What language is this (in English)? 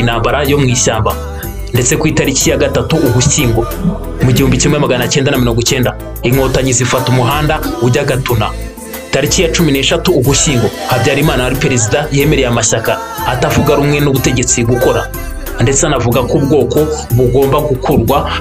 Kinyarwanda